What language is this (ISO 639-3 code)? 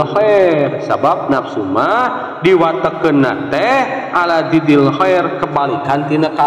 sun